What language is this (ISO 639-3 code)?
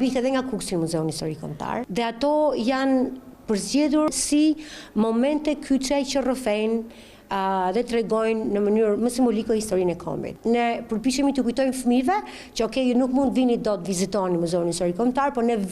sqi